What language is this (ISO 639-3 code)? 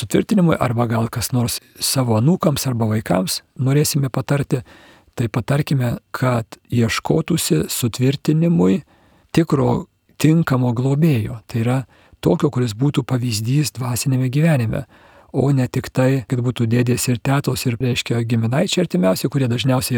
lit